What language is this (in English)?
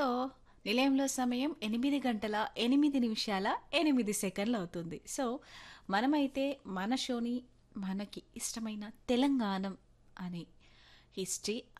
Telugu